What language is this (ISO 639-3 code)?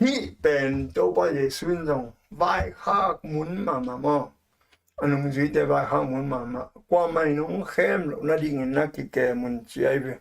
ctd